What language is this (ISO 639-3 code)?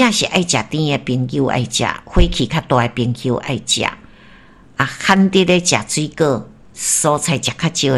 nan